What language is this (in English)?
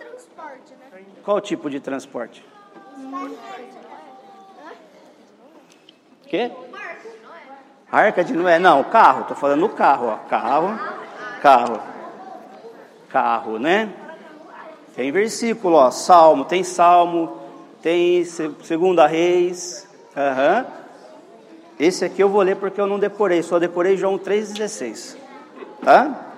Portuguese